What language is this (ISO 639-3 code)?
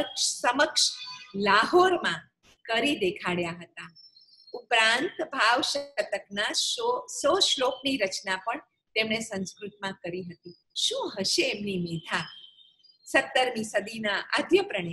guj